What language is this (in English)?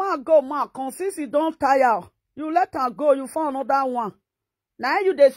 Nigerian Pidgin